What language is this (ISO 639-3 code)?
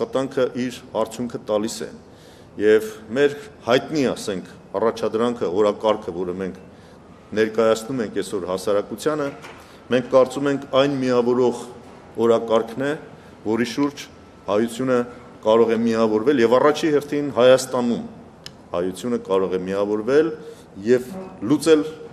hye